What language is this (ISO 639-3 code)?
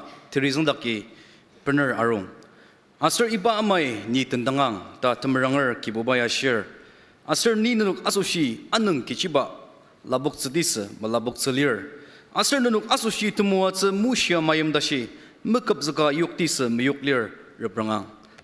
njo